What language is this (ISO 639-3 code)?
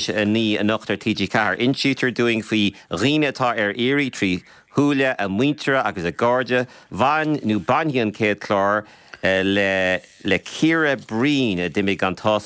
gle